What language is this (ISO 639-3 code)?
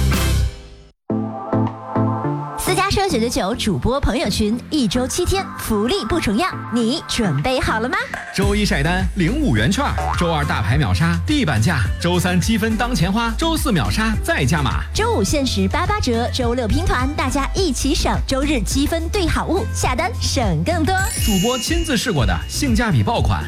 zho